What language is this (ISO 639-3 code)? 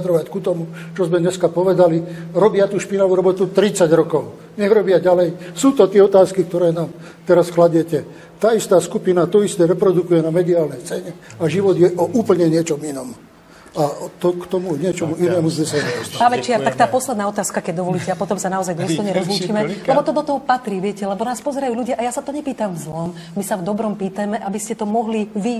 slk